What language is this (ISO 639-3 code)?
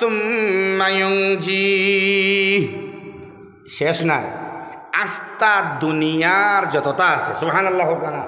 syl